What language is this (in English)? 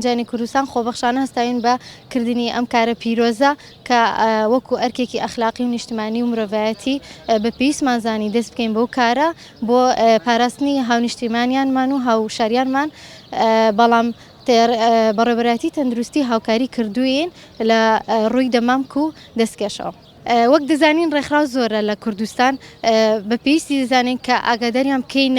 Central Kurdish